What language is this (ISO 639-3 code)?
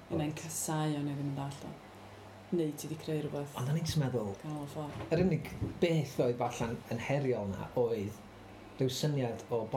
cym